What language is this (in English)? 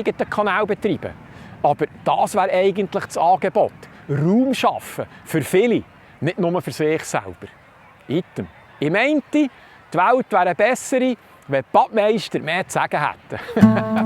Swiss German